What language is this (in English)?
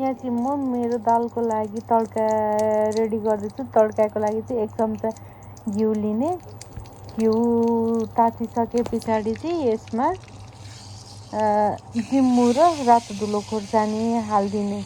Nepali